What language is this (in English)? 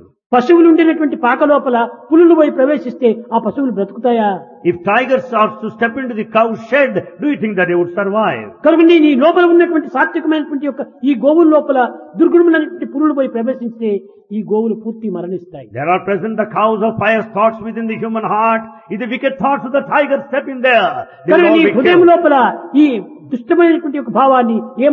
Telugu